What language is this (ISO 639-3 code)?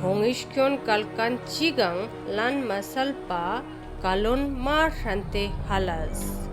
lbj